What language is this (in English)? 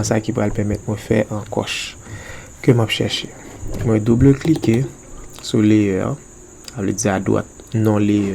Haitian Creole